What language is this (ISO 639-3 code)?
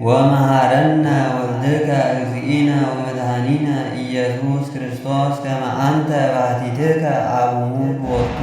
gez